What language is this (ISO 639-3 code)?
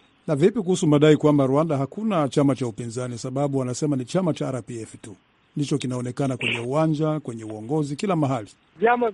swa